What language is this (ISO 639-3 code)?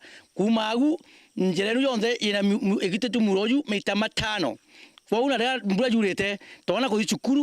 mer